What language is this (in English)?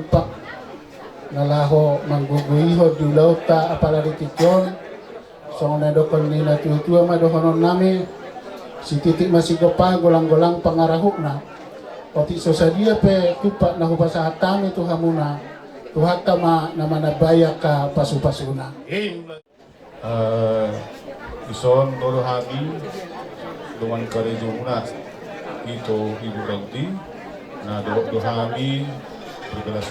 Batak Toba